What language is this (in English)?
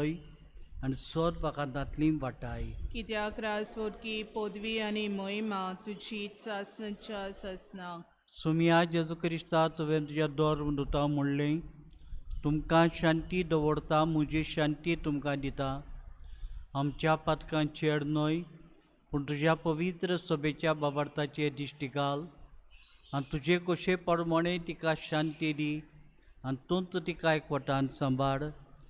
Konkani